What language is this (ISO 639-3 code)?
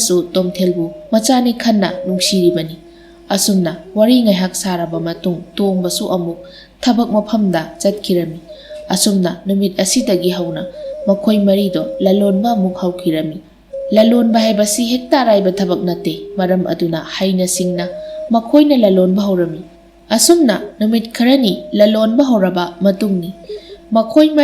mni